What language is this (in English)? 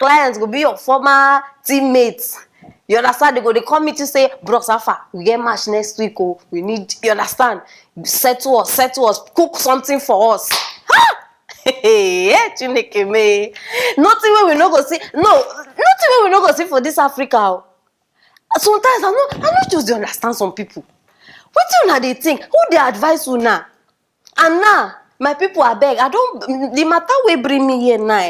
Nigerian Pidgin